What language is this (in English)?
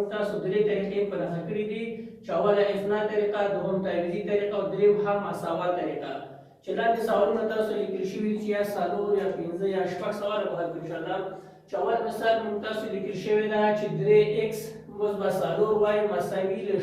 Pashto